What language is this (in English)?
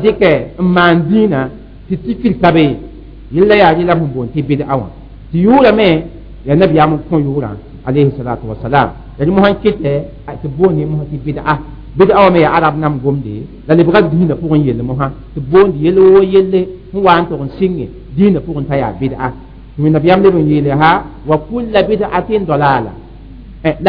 Mossi